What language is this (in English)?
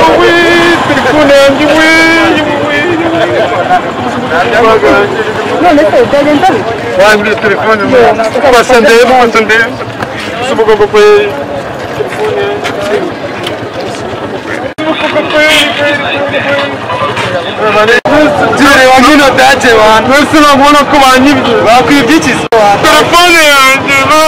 Kinyarwanda